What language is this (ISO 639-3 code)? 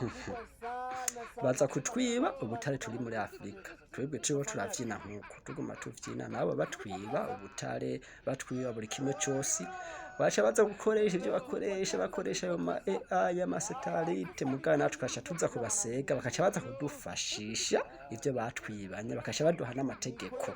run